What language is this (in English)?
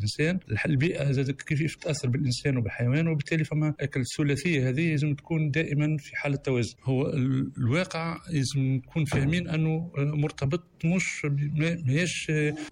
Tunisian Arabic